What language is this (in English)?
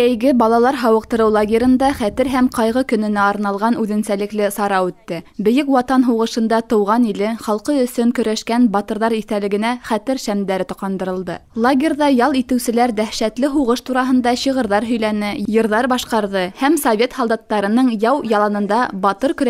Bashkir